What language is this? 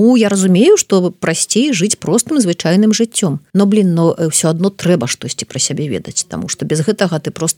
Belarusian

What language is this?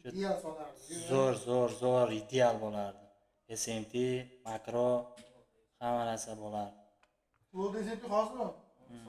Uzbek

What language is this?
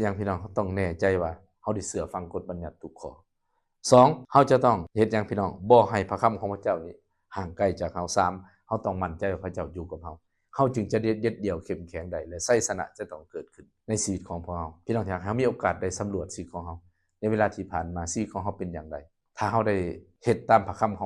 Lao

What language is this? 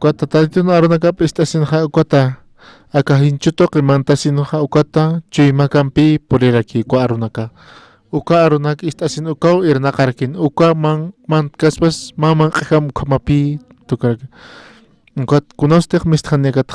Aymara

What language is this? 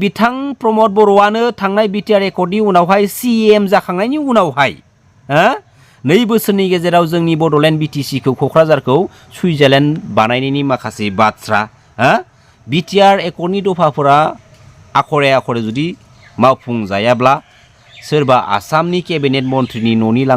Bodo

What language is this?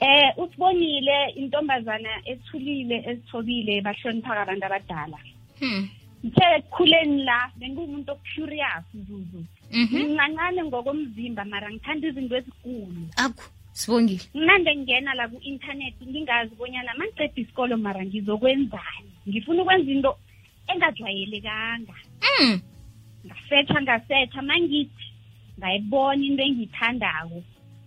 South Ndebele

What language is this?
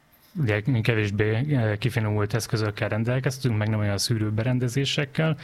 Hungarian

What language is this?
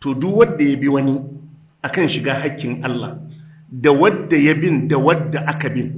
Hausa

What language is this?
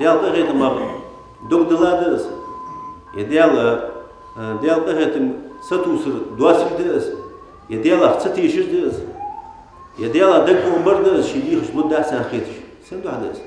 Ingush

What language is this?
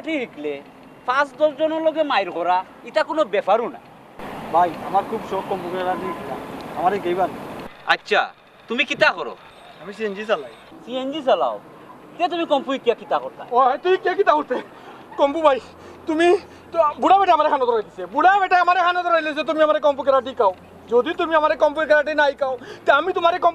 Sylheti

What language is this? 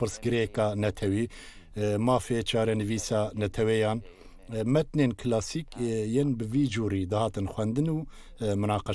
Kurdish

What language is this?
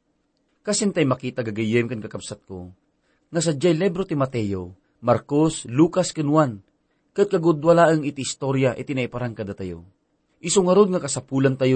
Iloko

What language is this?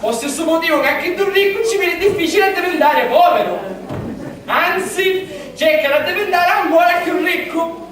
Sicilian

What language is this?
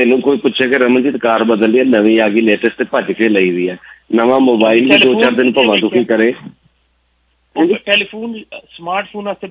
Punjabi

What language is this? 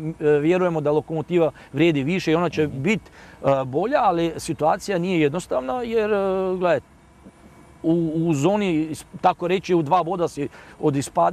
Croatian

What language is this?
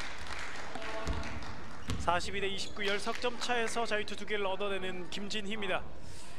Korean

